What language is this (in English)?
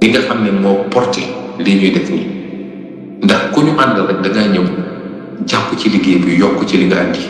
Wolof